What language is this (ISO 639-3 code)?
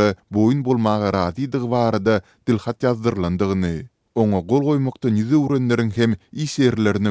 tuk